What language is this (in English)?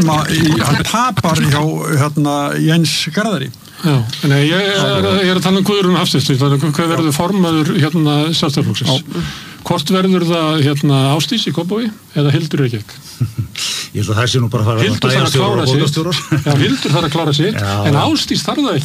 Icelandic